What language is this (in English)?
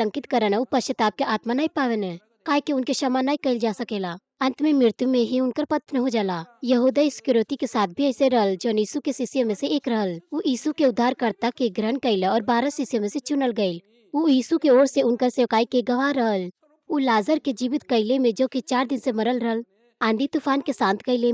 Bhojpuri